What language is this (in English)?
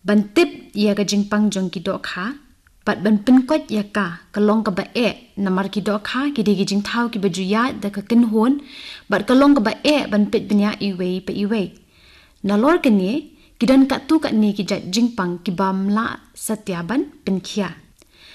Khasi